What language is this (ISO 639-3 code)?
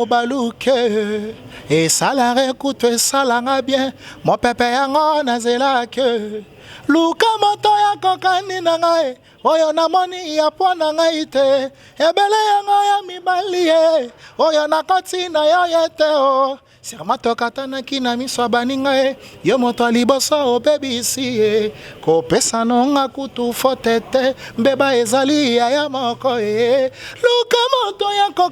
lin